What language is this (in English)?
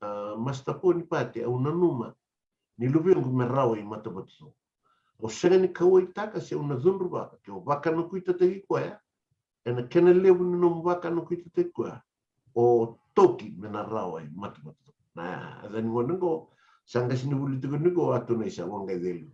Fijian